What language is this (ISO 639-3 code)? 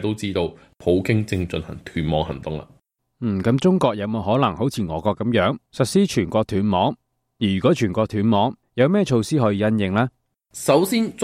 yue